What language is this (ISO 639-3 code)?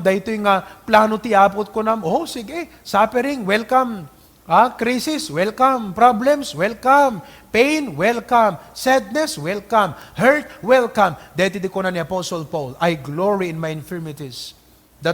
ilo